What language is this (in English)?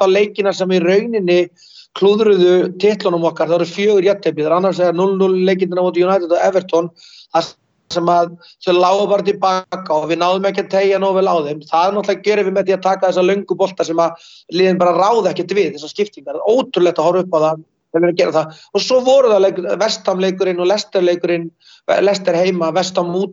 Icelandic